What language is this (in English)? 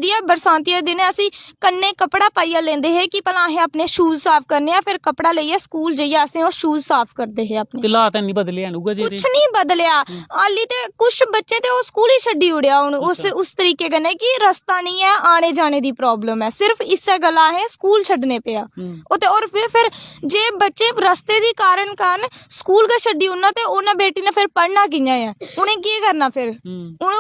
Dogri